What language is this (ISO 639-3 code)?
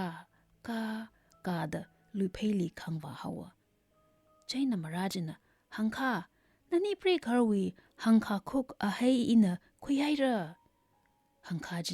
nmf